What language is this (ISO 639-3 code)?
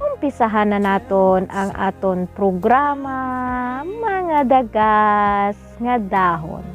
hil